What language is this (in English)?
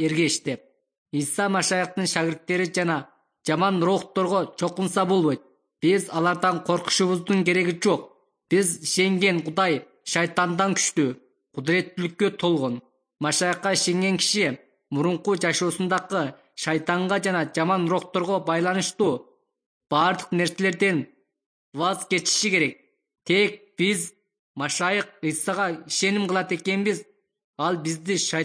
Kyrgyz